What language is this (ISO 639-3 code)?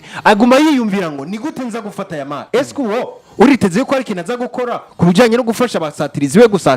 run